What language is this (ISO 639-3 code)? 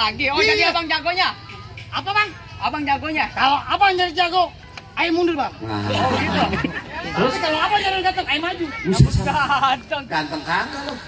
bew